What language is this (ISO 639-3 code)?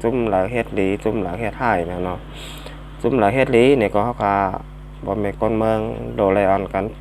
shn